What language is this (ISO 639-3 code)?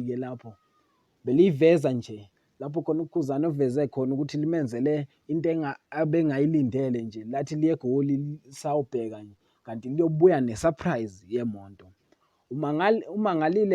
zul